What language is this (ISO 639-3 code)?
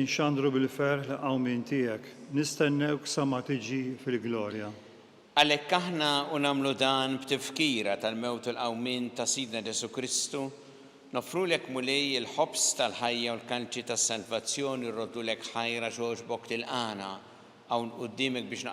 mlt